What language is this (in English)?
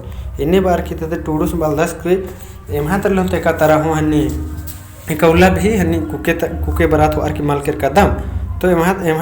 Kurukh